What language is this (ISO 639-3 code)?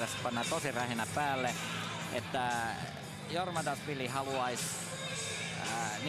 fin